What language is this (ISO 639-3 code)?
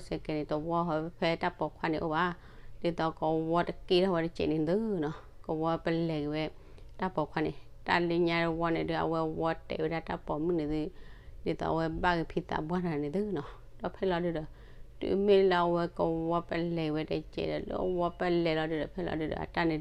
ksw